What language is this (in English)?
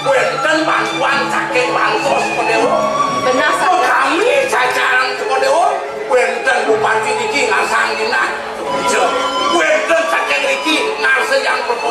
Balinese